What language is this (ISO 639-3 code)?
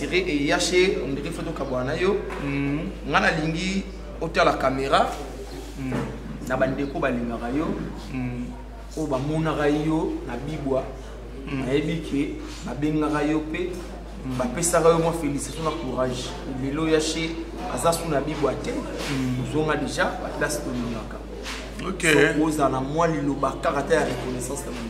lin